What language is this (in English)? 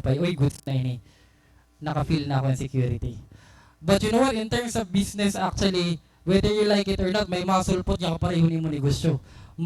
Waray